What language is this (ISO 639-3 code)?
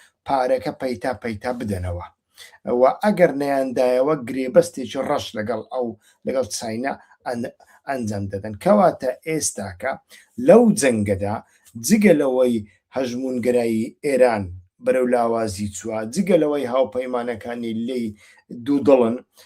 ckb